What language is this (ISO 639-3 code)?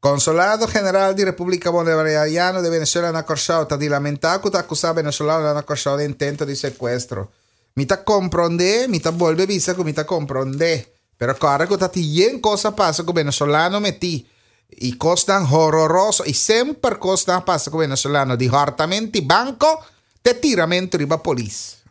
pap